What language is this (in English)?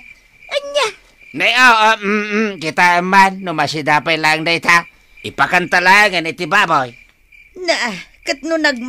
Iloko